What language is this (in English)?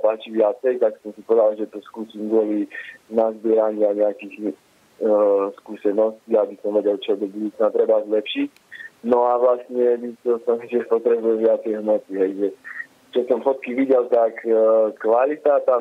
Slovak